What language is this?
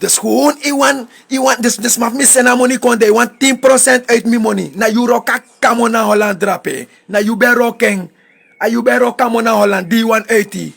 Sranan Tongo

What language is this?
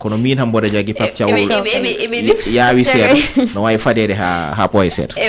Fula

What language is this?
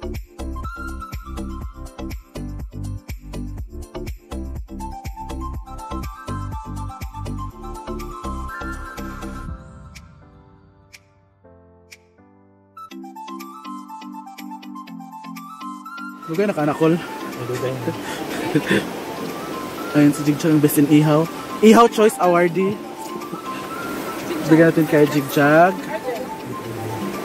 Filipino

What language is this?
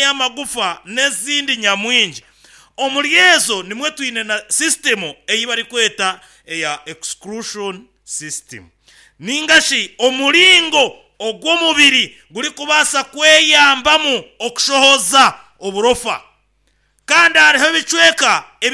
Nyankole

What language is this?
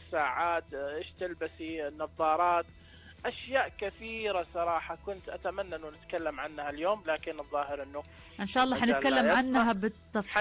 Najdi Arabic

